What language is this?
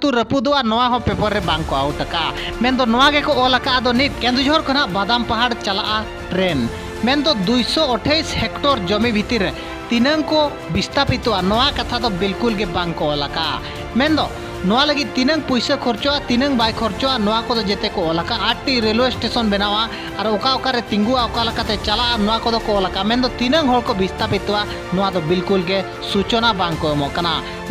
Santali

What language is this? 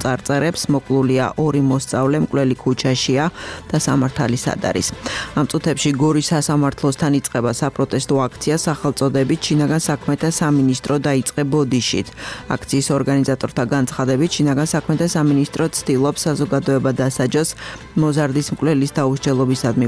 Georgian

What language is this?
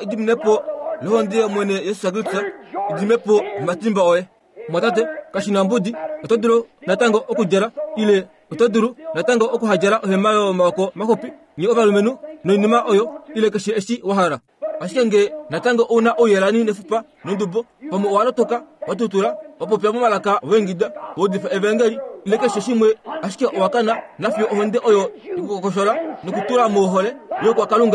Kuanyama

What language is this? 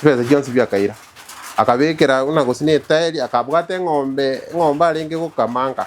Gusii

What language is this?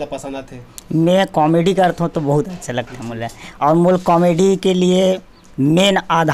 Chhattisgarhi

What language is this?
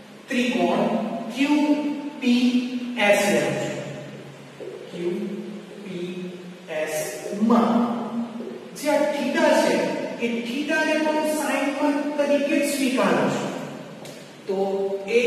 Gujarati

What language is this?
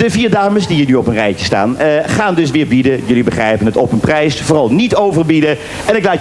Dutch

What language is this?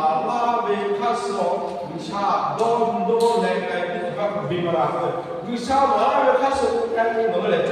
Lahu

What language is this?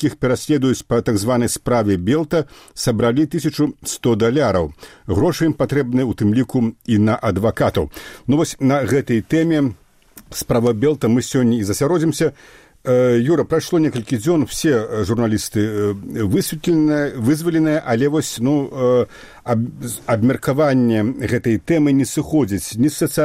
Belarusian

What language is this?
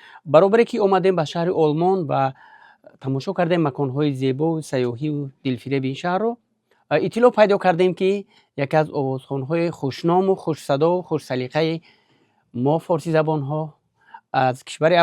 Persian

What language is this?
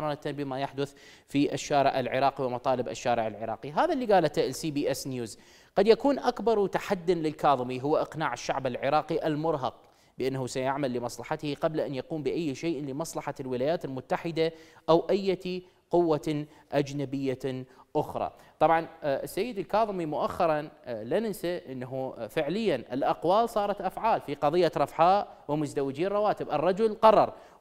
Arabic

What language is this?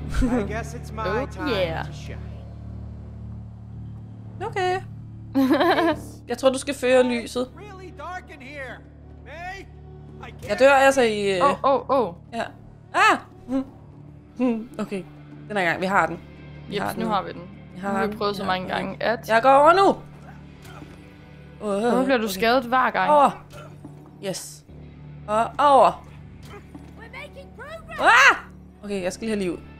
Danish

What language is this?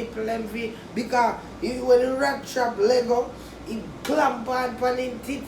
Jamaican Creole English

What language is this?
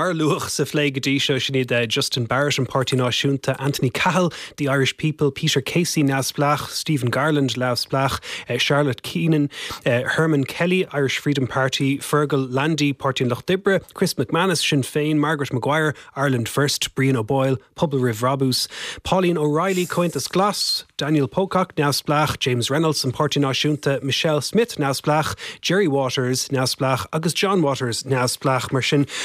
Irish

